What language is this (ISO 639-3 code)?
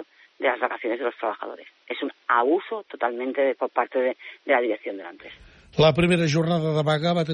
cat